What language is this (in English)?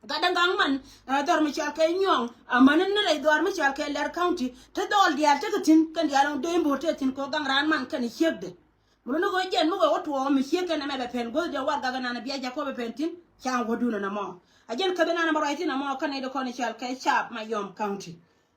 Nuer